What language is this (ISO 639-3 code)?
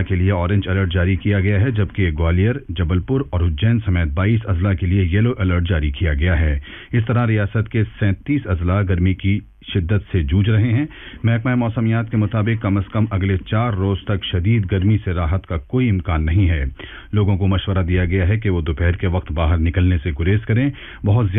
urd